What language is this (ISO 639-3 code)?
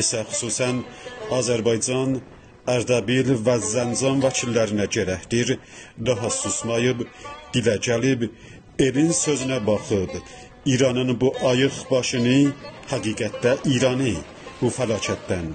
azb